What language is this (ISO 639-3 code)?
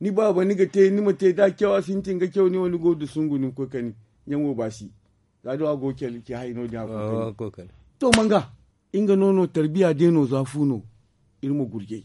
dje